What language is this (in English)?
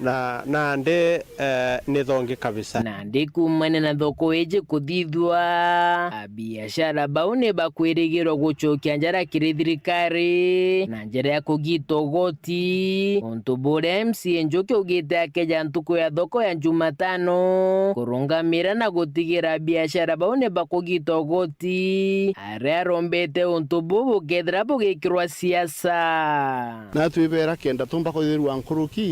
Meru